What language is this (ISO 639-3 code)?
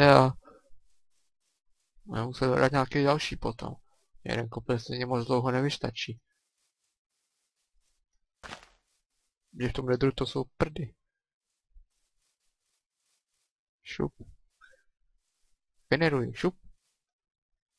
ces